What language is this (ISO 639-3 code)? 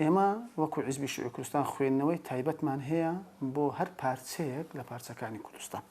ckb